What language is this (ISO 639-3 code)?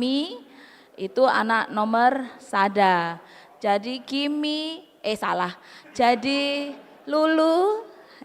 btx